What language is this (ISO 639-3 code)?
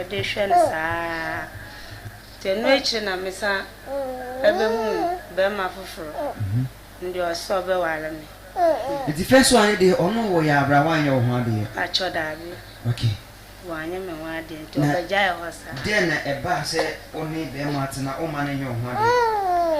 aka